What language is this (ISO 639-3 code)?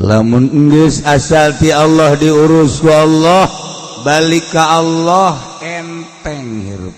sun